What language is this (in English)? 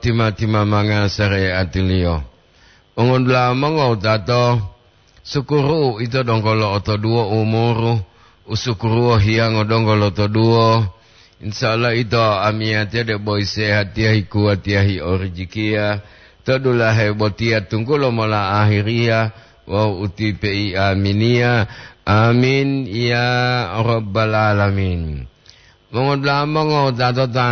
Gorontalo